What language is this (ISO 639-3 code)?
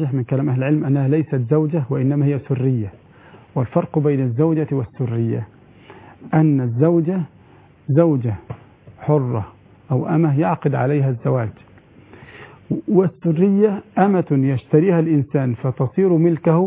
ara